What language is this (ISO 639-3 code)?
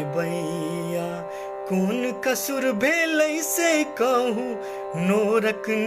mai